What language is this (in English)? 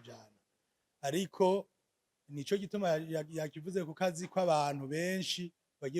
Rundi